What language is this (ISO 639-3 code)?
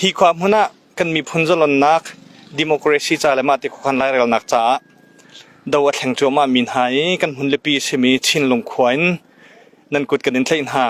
cnh